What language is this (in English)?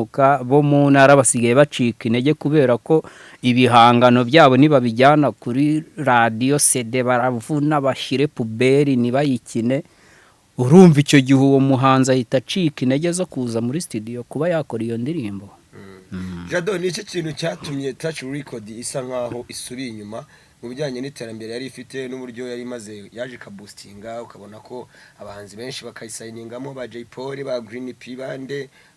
Kinyarwanda